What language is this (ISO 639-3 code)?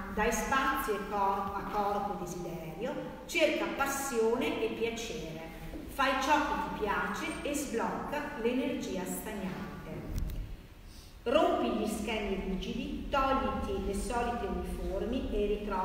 ita